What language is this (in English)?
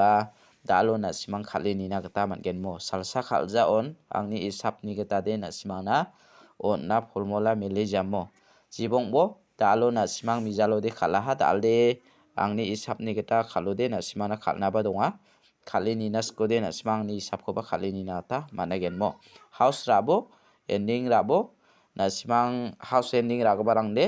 Garo